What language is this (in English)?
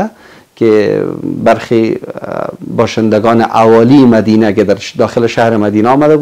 Persian